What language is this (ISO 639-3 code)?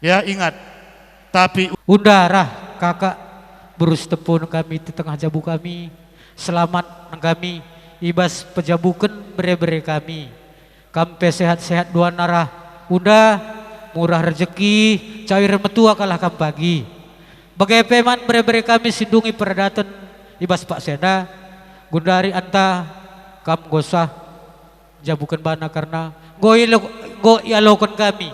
btx